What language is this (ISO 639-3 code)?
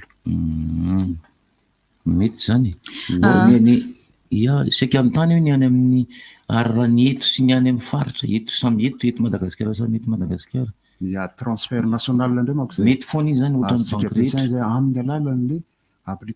mlg